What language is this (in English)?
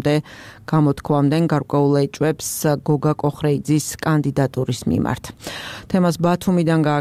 Georgian